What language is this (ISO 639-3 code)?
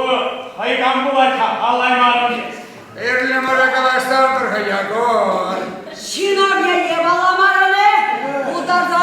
chv